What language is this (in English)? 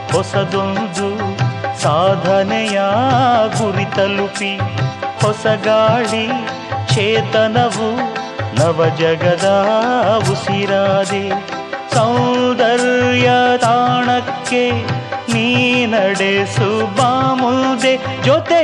Kannada